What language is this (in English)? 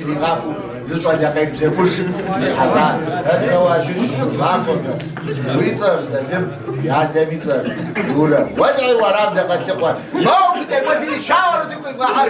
Kabardian